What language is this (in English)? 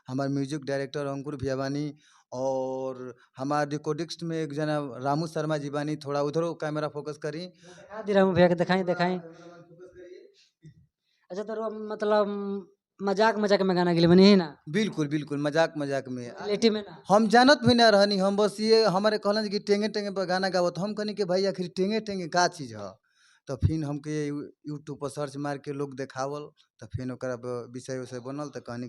Bhojpuri